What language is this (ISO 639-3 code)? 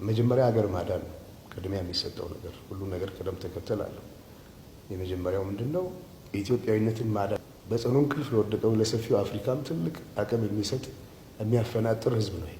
amh